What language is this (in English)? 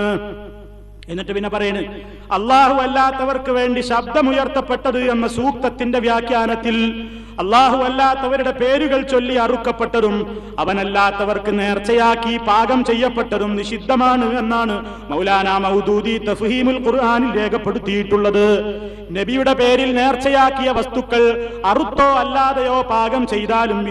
Malayalam